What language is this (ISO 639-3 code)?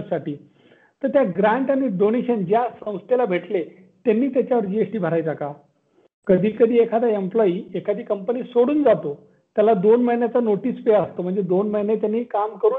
mar